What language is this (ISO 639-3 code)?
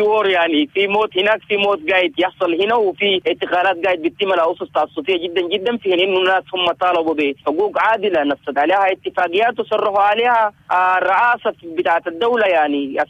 apd